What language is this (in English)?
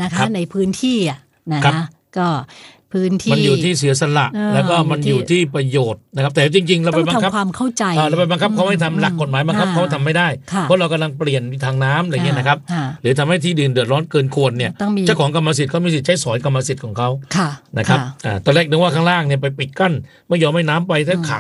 Thai